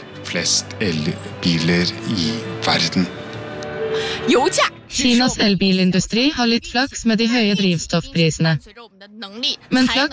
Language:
Norwegian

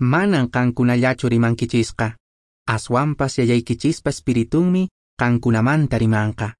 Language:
Quechua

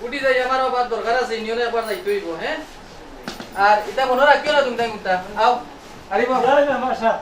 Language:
Sylheti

